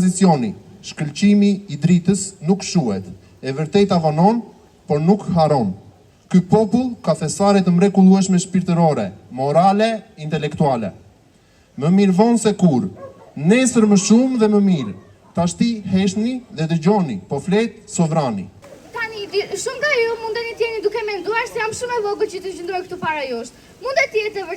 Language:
Albanian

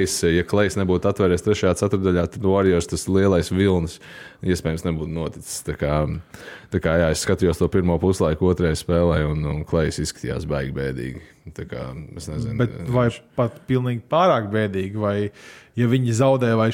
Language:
Latvian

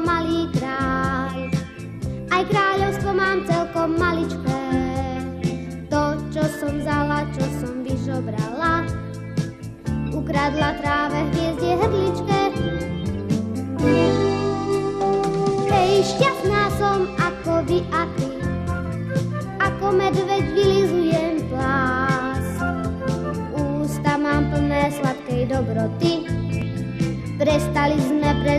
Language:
Slovak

